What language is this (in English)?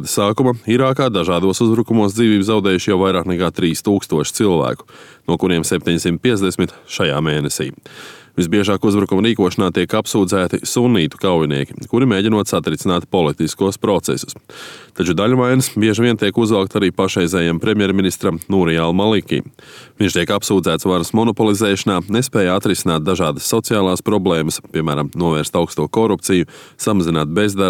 Latvian